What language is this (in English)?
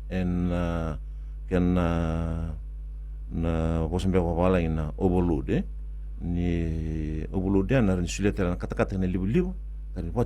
Fijian